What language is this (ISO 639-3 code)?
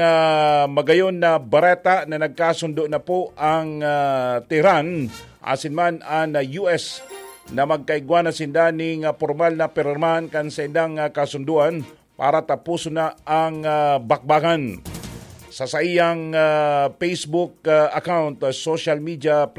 bik